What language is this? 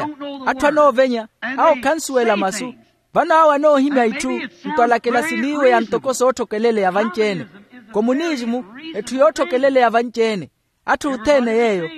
Makhuwa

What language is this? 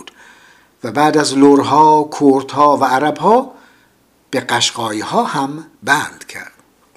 Persian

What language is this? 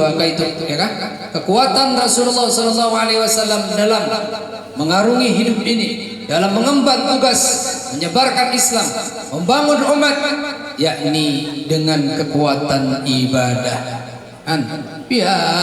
Banjar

